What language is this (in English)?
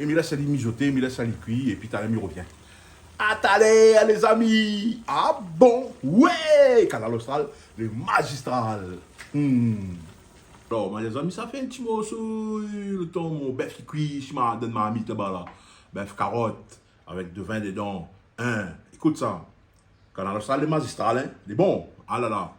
Réunion Creole French